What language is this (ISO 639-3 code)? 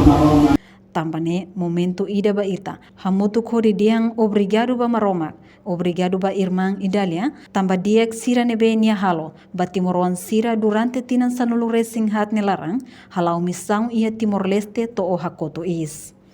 tet